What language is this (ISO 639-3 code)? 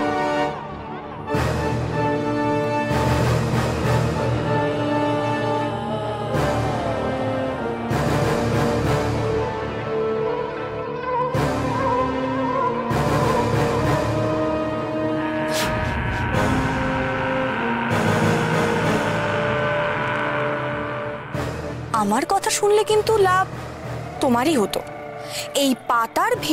ben